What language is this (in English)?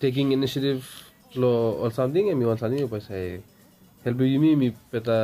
Bislama